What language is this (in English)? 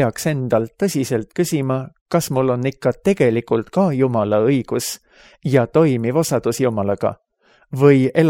Estonian